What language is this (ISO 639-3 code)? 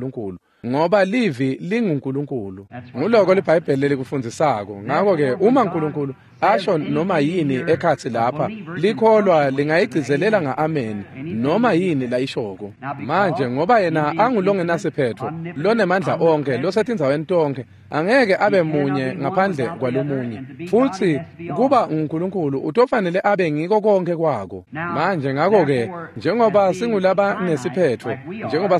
ssw